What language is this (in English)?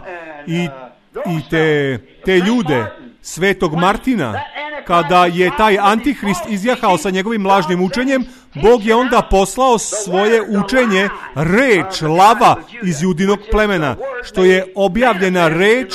Serbian